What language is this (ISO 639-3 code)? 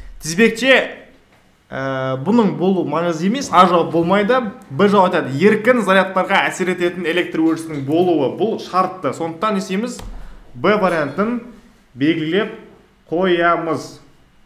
kaz